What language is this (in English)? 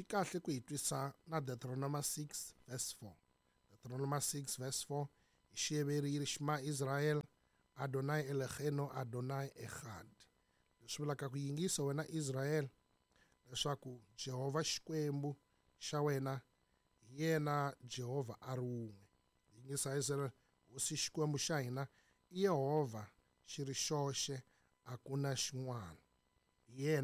Tsonga